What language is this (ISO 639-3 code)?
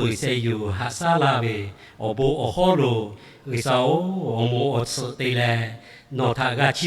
lhu